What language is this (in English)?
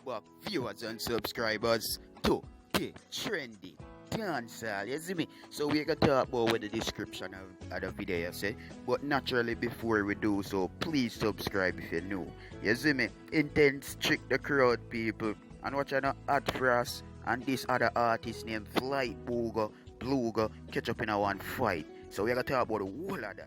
Jamaican Creole English